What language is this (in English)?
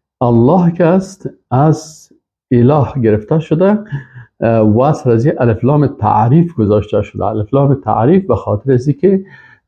Persian